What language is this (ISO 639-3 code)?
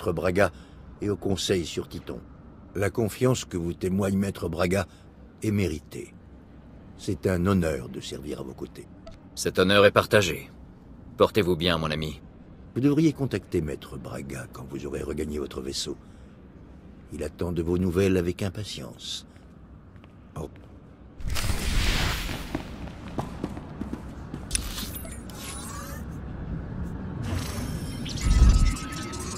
fra